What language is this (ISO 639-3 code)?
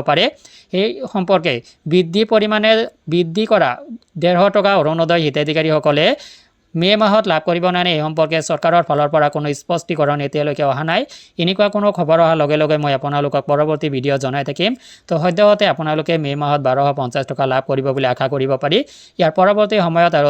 asm